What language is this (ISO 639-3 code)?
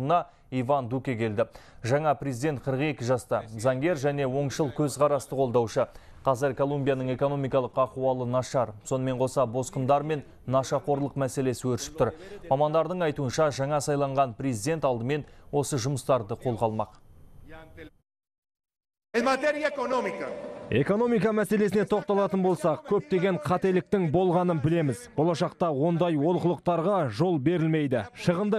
kaz